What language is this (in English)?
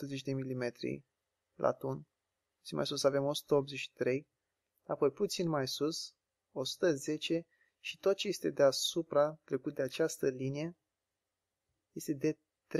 Romanian